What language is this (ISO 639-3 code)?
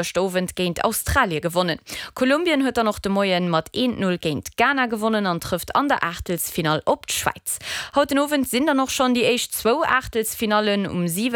ltz